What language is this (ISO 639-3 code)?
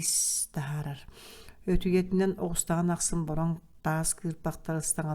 sah